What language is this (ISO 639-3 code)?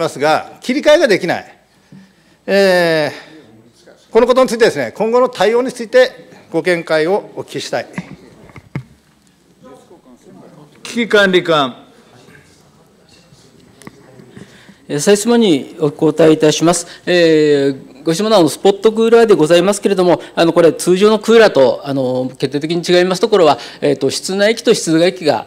jpn